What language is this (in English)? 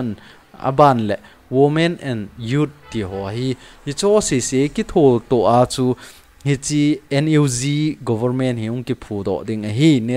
Thado Chin